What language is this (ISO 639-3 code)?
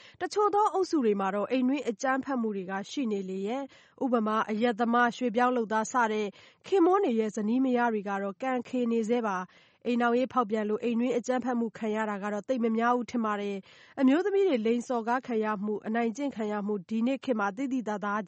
mya